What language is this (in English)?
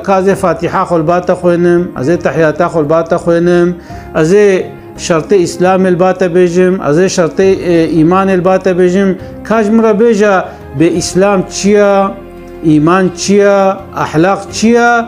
Kurdish